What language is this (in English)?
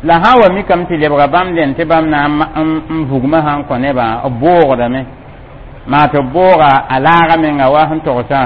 Mossi